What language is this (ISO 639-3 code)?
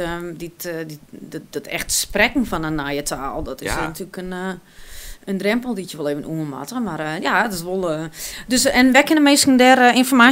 fry